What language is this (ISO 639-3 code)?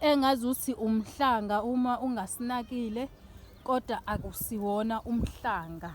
zul